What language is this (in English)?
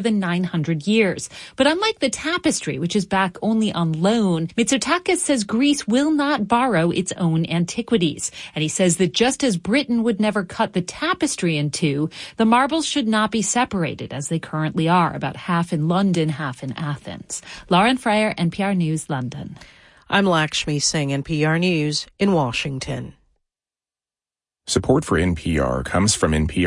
English